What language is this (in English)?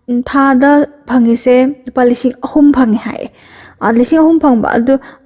Manipuri